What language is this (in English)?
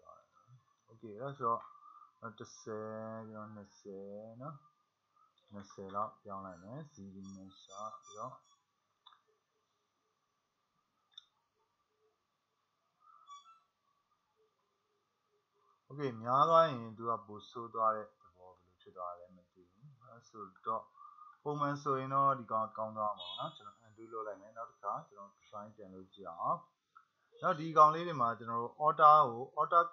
Burmese